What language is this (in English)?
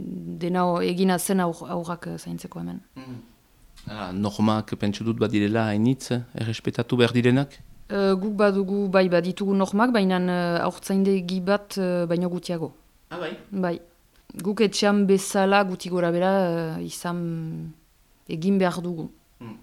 Basque